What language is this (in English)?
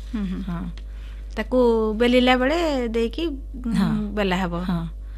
Odia